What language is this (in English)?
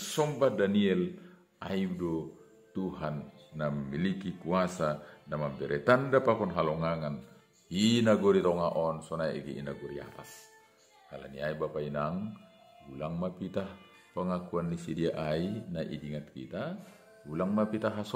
Batak Simalungun